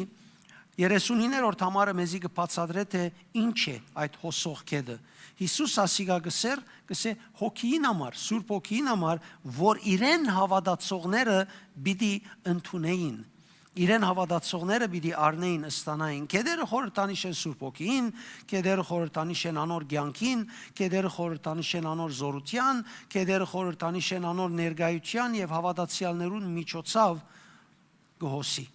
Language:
Western Armenian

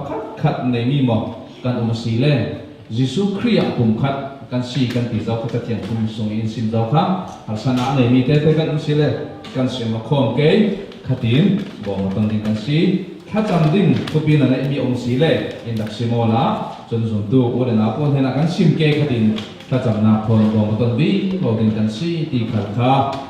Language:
Falam Chin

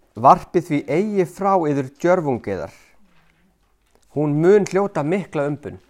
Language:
Icelandic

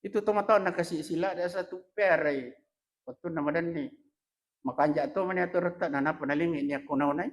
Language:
Buginese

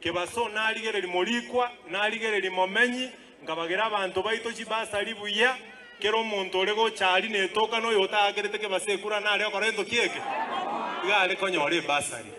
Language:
Gusii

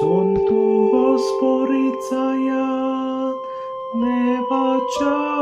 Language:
Konkani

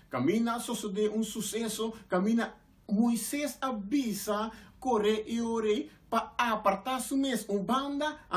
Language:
Papiamento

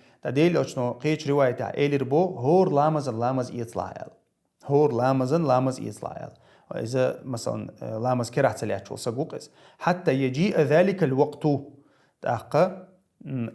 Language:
Chechen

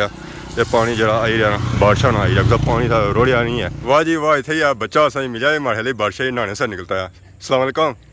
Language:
Pahari-Potwari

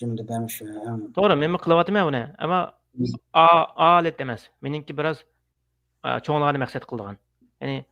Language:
Uyghur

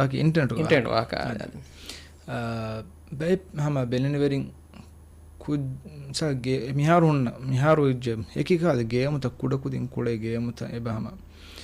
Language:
Divehi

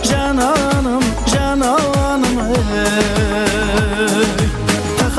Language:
Kara-Kalpak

